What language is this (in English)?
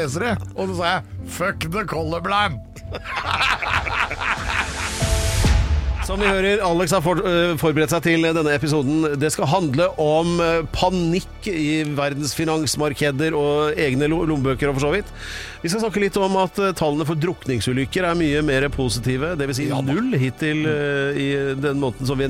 Norwegian